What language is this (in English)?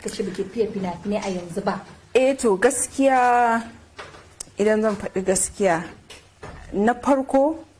Hausa